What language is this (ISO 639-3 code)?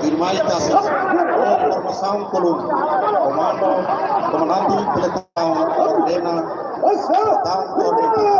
tet